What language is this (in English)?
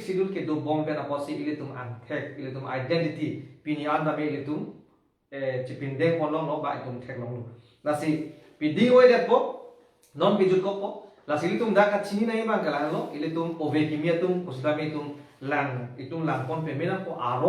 Karbi